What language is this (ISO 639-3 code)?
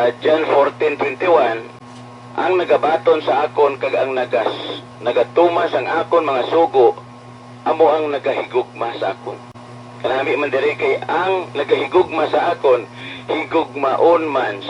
hil